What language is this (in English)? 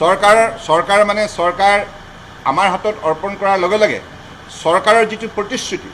Assamese